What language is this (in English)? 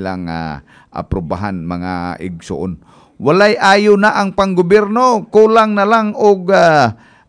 Cebuano